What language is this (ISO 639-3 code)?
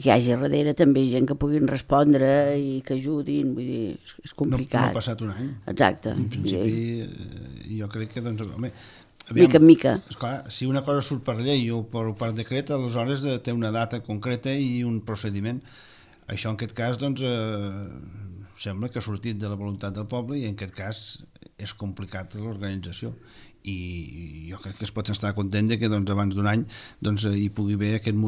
cat